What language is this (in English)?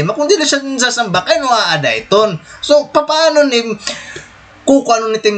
Waray